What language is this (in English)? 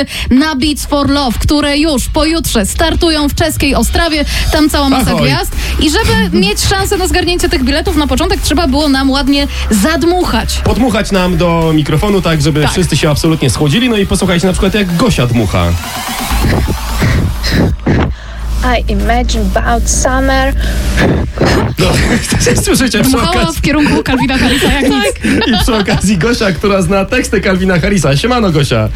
Polish